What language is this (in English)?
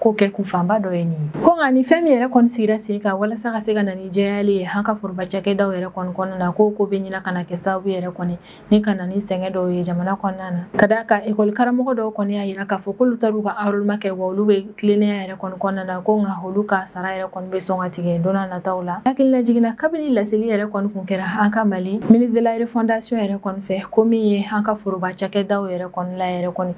Bambara